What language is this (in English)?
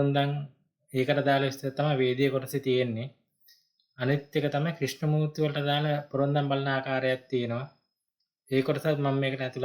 Sinhala